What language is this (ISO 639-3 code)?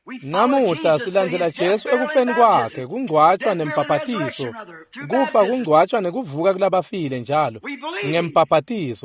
ssw